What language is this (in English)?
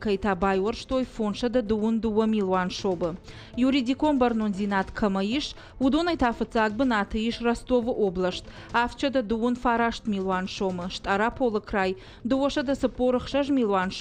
Ossetic